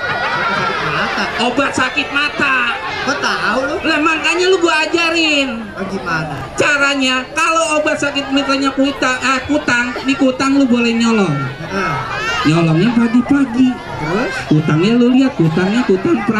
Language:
Betawi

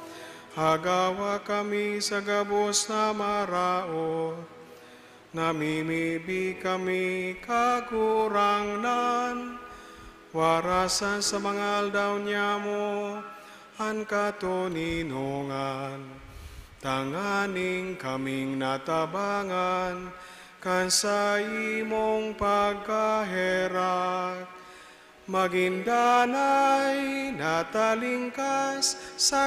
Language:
Bikol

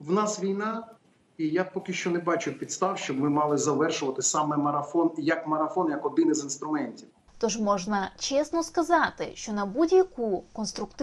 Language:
Ukrainian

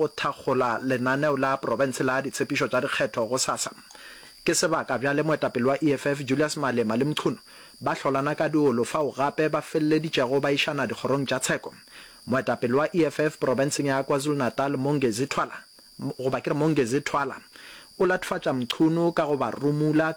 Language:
Northern Sotho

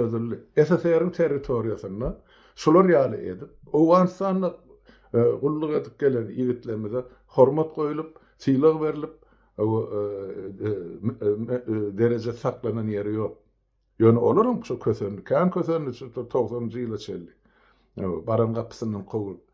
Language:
Turkmen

